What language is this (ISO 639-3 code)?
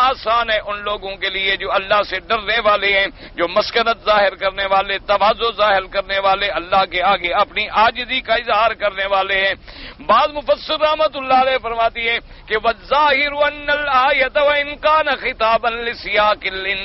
urd